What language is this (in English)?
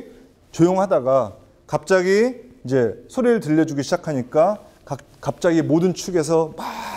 Korean